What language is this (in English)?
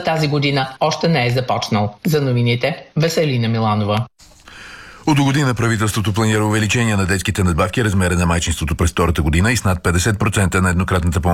Bulgarian